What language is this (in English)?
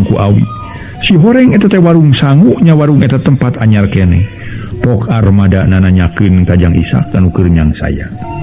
Sundanese